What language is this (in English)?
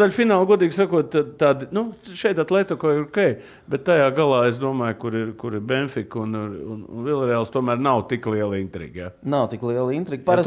Latvian